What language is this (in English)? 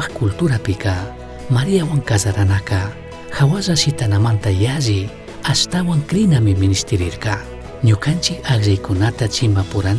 Chimborazo Highland Quichua